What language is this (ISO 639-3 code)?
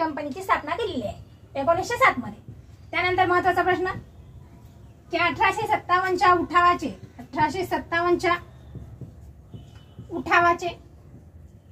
mar